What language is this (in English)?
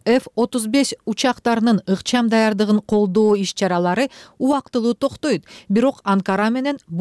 Kyrgyz